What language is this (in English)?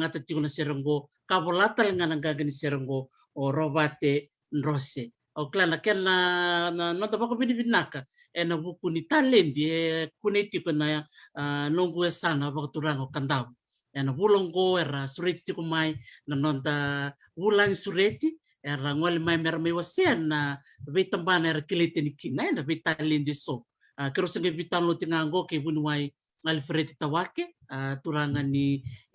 Fijian